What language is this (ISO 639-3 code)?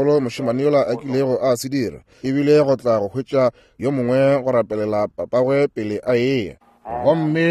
nso